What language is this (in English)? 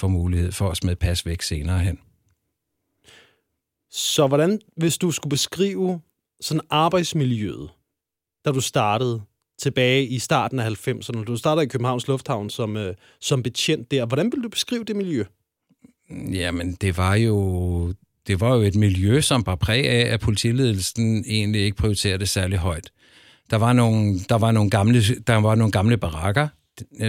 Danish